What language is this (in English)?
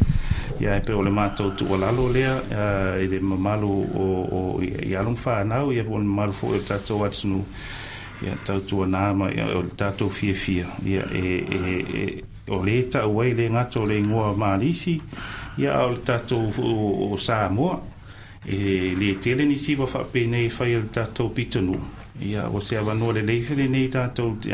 Samoan